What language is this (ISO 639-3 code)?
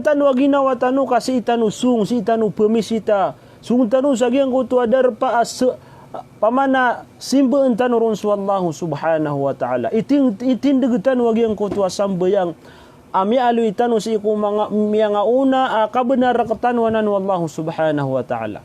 mrw